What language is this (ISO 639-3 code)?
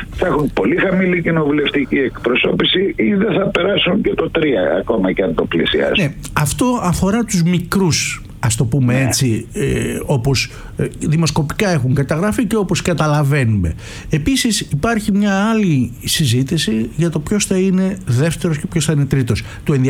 ell